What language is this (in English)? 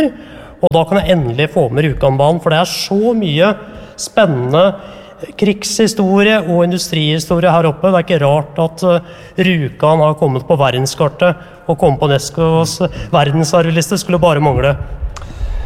Norwegian